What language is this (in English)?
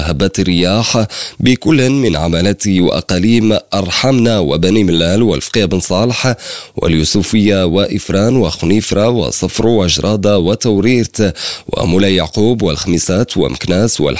Arabic